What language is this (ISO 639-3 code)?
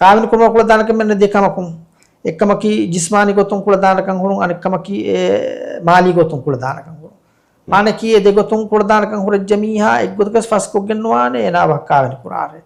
div